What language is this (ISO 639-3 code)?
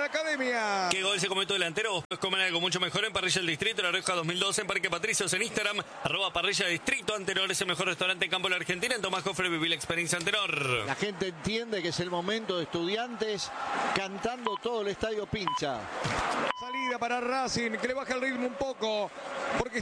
spa